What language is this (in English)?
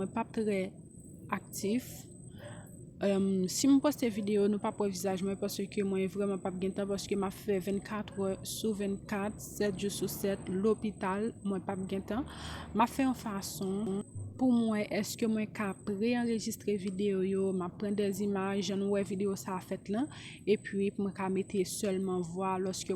Haitian Creole